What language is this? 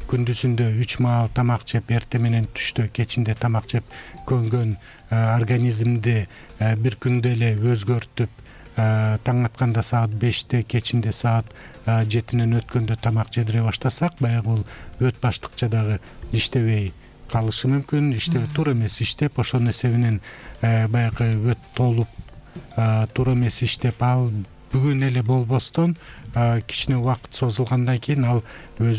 Kyrgyz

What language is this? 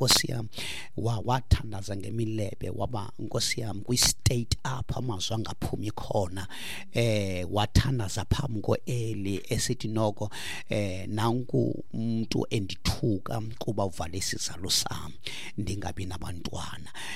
Xhosa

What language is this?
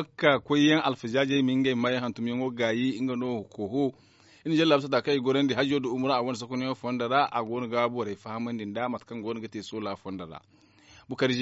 Zarma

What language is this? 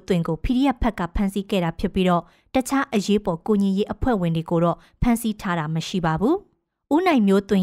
Burmese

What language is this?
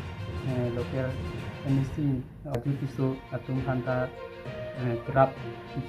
Karbi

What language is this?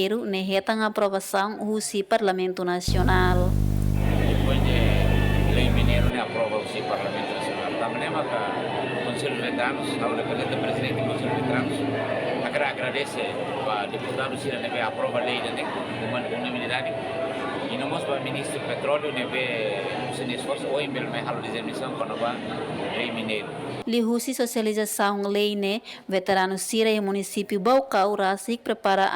Tetum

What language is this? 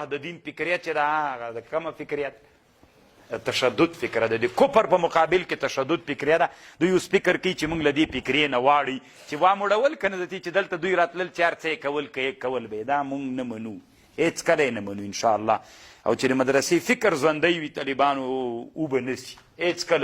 Pashto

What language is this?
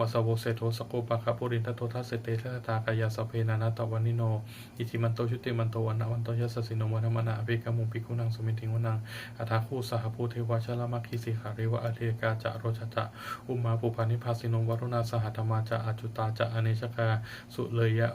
Pali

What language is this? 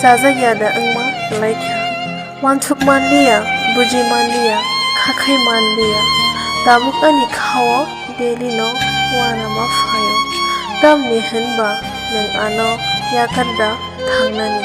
Kok Borok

